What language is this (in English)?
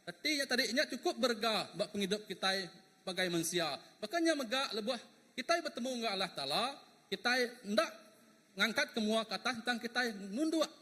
Iban